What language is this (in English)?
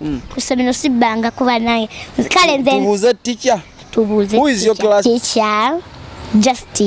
Ganda